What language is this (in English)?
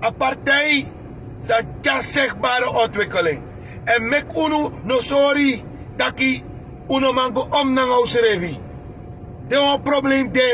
Sranan Tongo